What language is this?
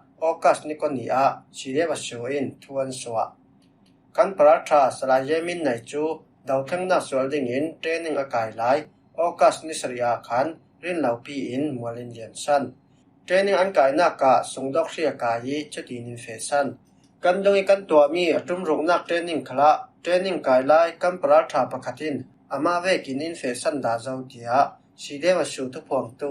Falam Chin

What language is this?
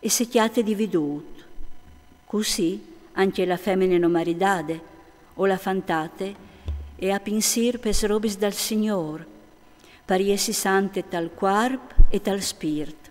Friulian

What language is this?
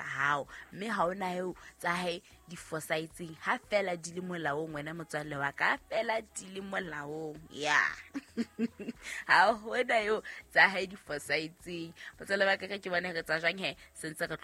Southern Sotho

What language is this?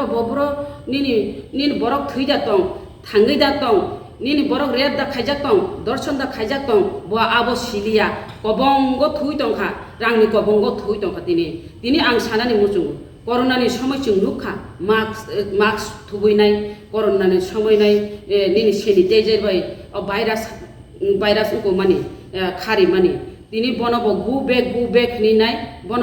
Kok Borok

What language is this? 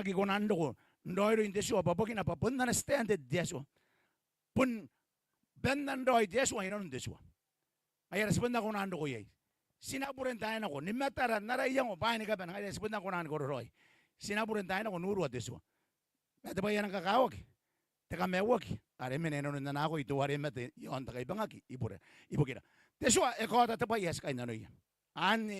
Gilbertese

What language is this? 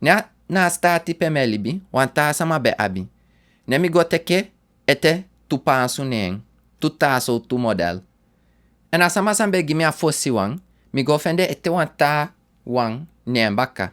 Sranan Tongo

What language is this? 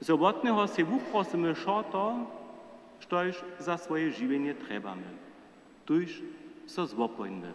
Upper Sorbian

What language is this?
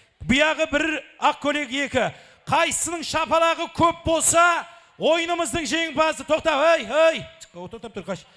Kara-Kalpak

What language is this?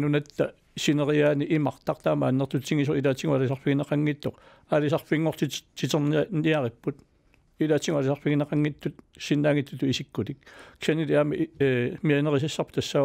Kalaallisut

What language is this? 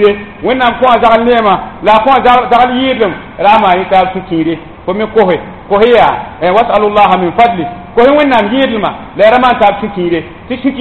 Mossi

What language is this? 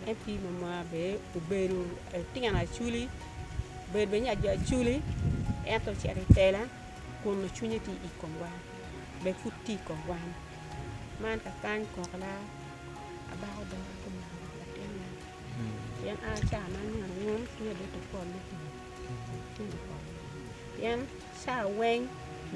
Acoli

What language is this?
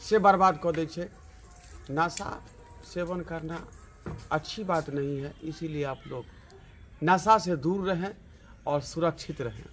Maithili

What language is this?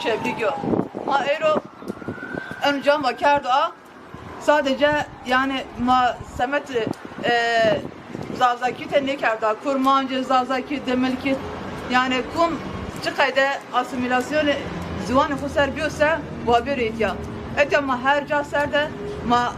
Zaza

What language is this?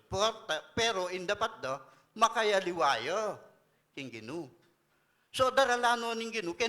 Pampanga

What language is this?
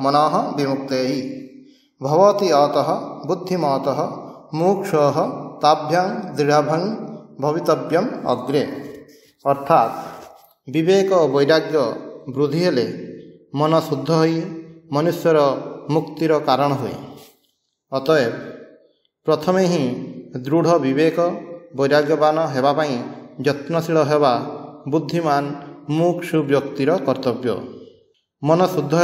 Odia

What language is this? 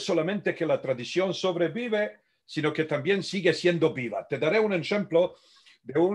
Ladino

